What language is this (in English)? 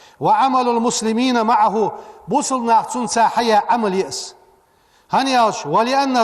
Ingush